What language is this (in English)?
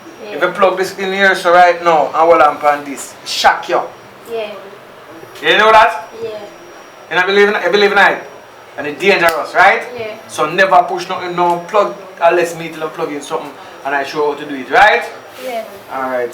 Jamaican Creole English